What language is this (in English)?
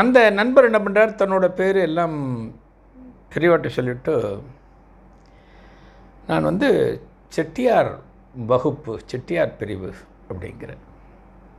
Tamil